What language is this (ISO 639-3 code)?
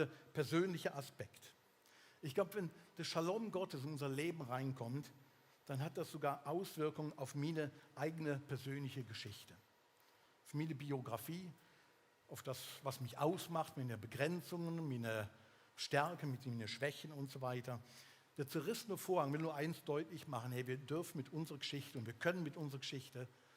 gsw